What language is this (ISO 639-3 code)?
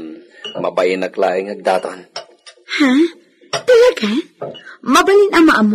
ilo